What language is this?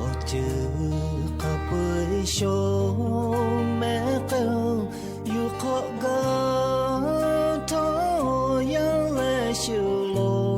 Lahu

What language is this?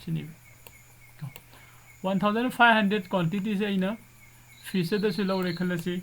Manipuri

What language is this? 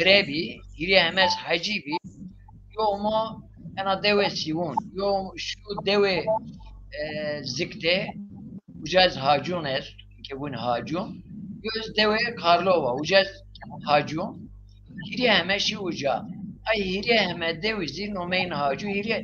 Zaza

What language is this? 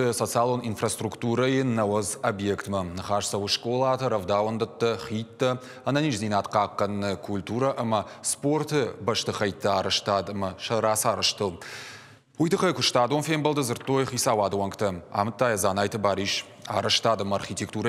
Ossetic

